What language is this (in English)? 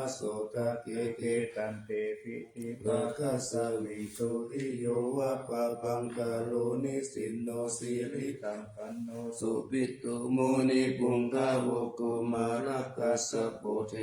Pali